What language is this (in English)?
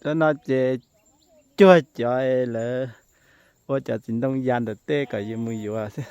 Hmong